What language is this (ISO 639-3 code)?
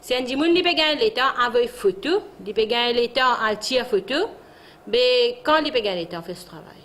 mfe